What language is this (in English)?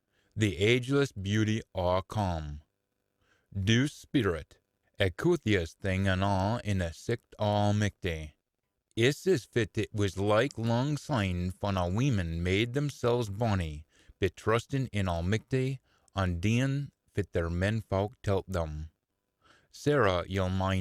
Scots